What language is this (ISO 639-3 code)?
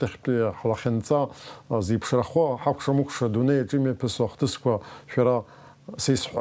abk